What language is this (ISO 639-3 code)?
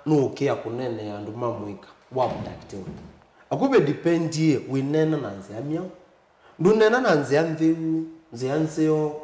kam